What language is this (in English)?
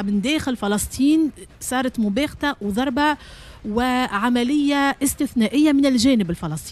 Tunisian Arabic